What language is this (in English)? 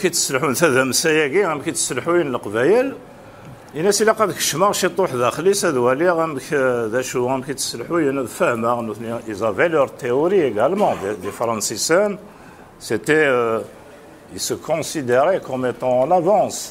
Kabyle